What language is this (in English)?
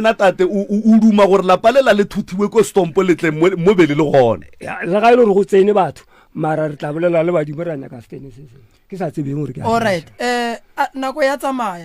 Northern Sotho